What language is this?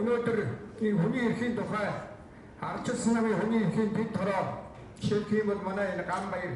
Mongolian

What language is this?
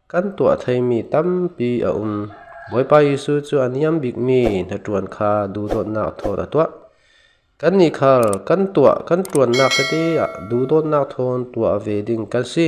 Falam Chin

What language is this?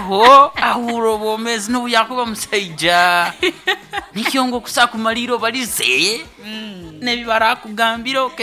Nyoro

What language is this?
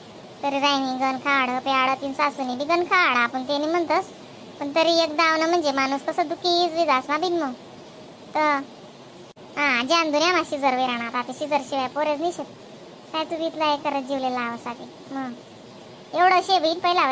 Khandesi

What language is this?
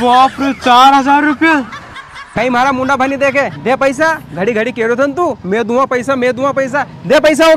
Rajasthani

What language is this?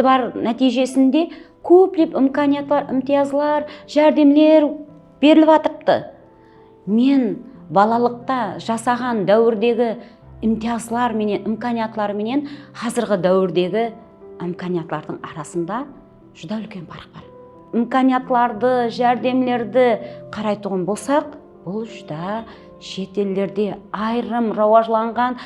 Kara-Kalpak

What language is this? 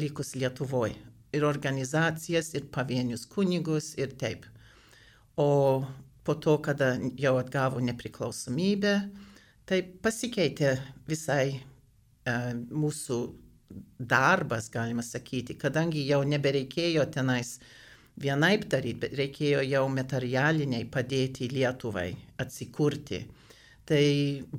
Lithuanian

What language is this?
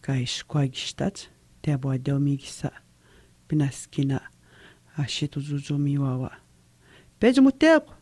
Atikamekw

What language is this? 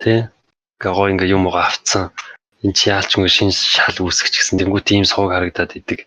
Mongolian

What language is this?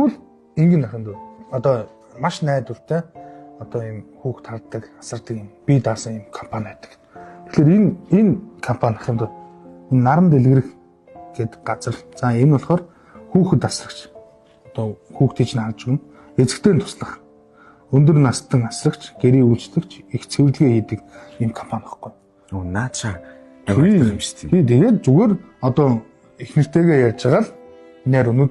Mongolian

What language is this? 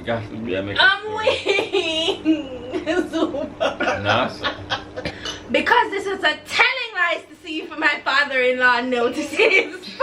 Jamaican Creole English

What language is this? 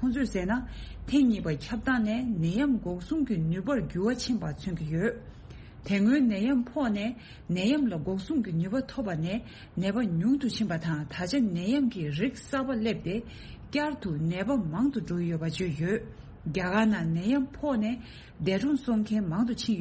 Tibetan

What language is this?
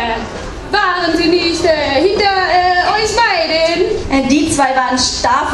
German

